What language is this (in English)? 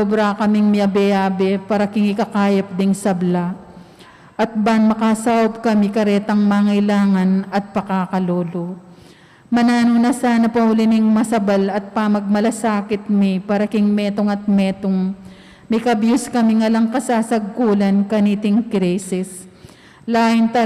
Pampanga